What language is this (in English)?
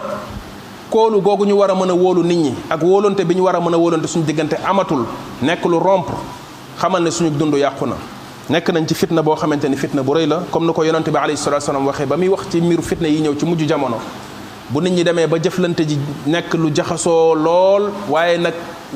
Wolof